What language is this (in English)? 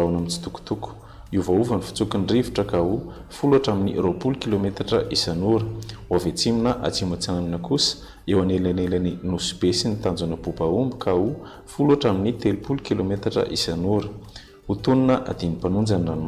Malagasy